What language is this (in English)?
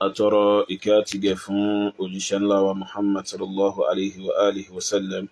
Yoruba